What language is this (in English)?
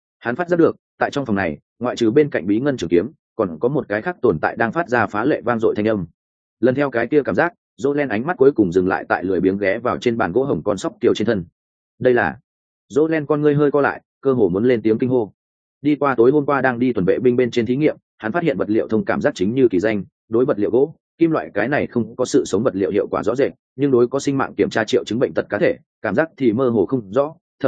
Vietnamese